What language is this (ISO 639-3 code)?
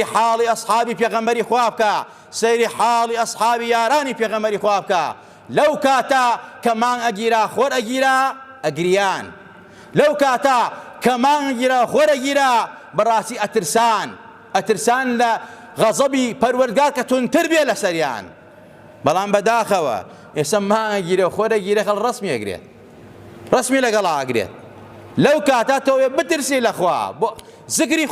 ckb